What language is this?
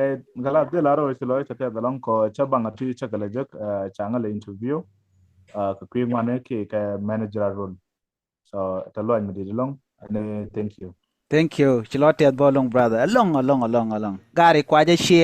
Nuer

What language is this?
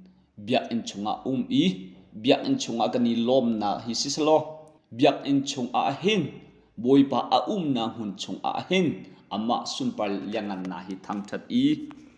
Hakha Chin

